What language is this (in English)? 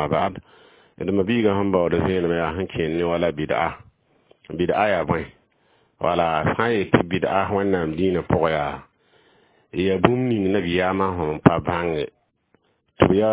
Mossi